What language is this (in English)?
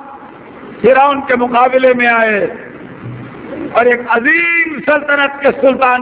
Urdu